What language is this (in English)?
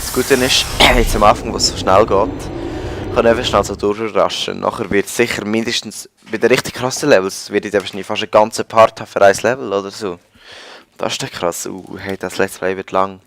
Swiss German